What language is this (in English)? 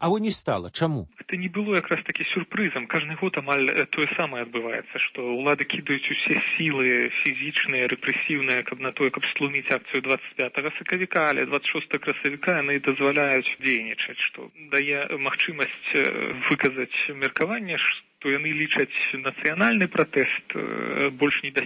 Belarusian